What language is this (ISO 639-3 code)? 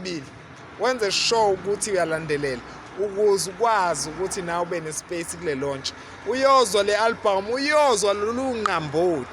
zul